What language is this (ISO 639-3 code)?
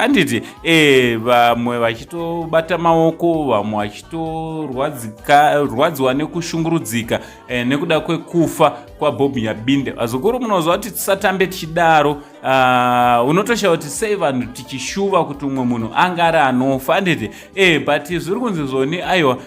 sna